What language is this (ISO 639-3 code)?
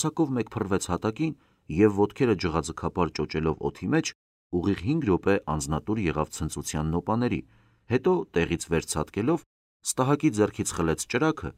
hye